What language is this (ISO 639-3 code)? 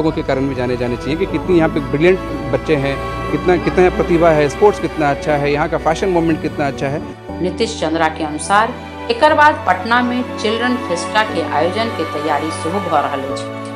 mai